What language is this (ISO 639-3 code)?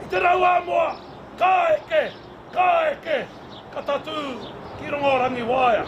mri